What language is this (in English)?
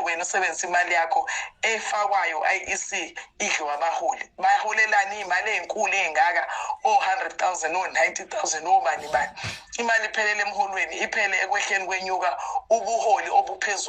Zulu